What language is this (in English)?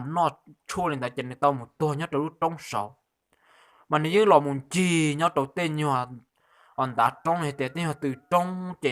Hmong